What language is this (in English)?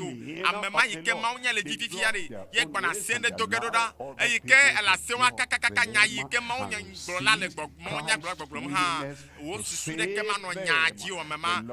Ewe